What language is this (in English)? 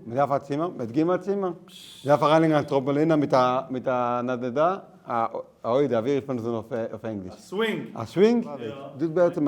Yiddish